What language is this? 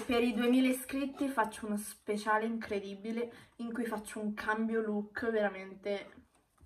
Italian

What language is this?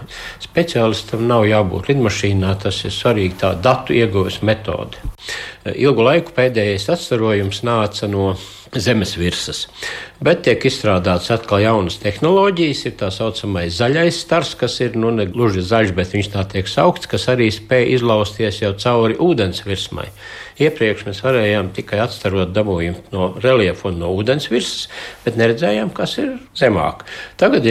Latvian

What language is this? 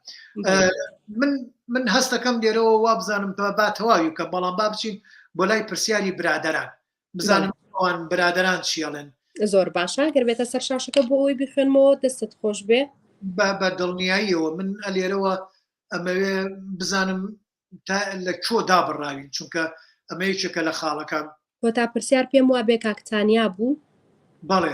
Central Kurdish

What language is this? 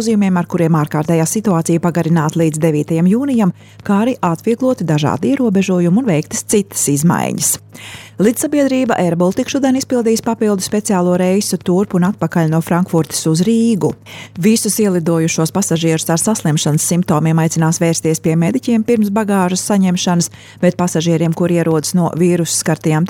Latvian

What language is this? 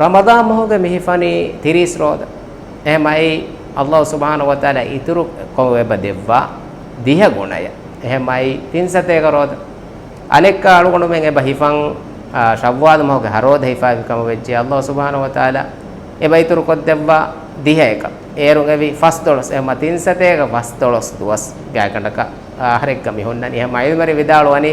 Divehi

